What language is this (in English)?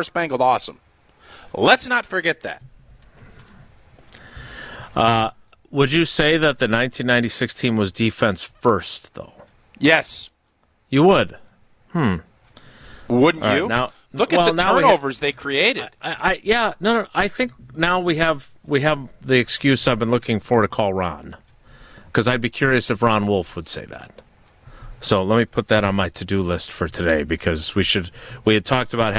English